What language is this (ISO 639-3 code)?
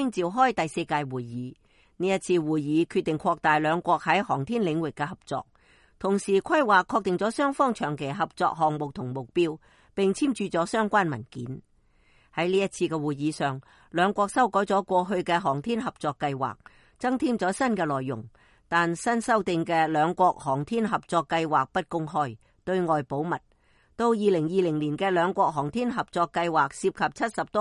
yue